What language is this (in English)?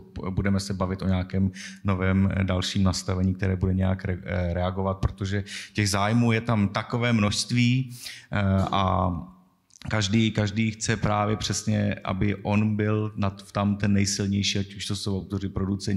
Czech